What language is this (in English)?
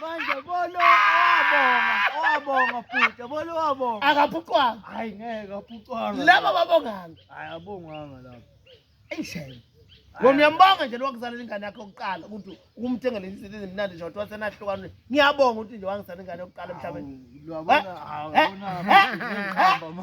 Zulu